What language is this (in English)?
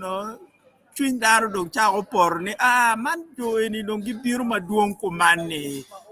Acoli